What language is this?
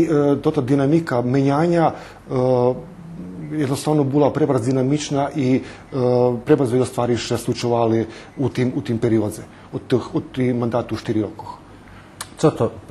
Rusyn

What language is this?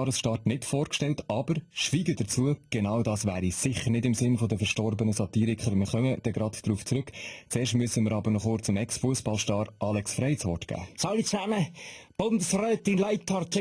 Swiss German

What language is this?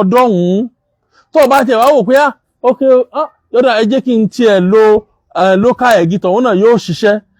Yoruba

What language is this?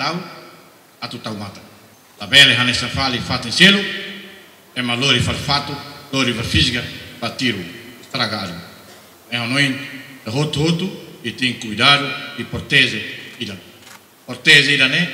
Tetum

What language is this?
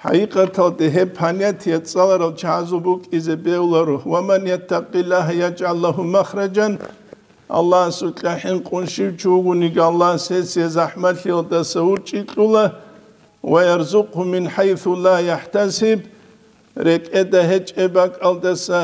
Avaric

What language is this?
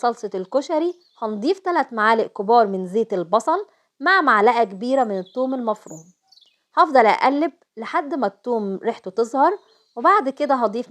Egyptian Arabic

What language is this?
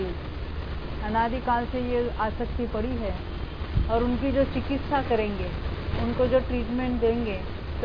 Hindi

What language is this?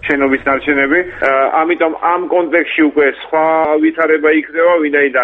Georgian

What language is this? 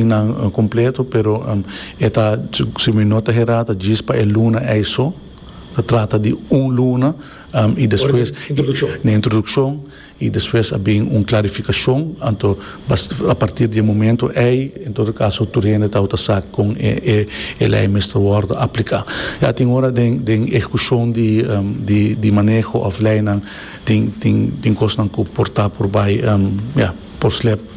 Papiamento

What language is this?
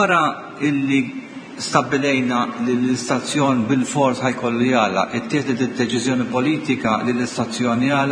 Maltese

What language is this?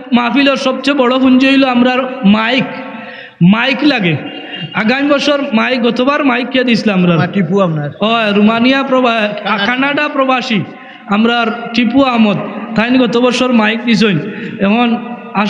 Sylheti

